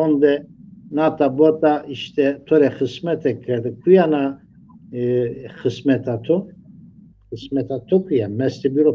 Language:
Zaza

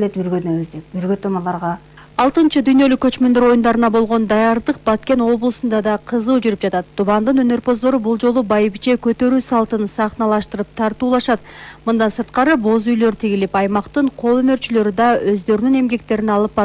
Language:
Kyrgyz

